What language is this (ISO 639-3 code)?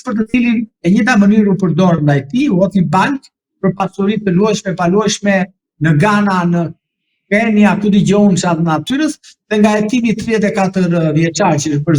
sqi